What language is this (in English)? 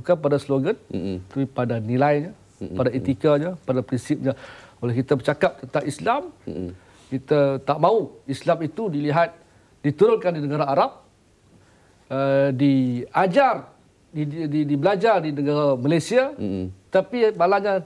Malay